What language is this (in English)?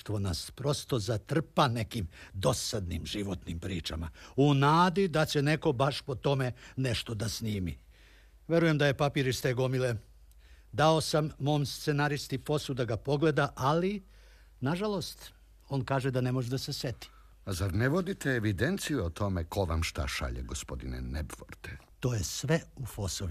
Serbian